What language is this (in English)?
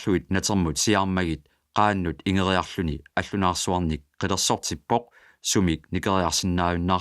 Kalaallisut